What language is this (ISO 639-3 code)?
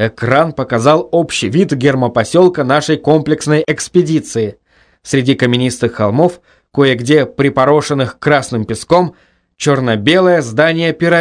rus